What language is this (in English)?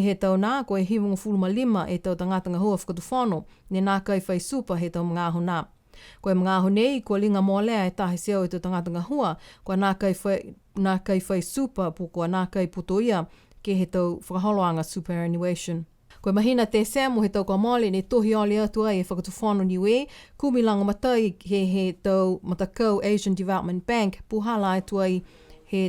Niuean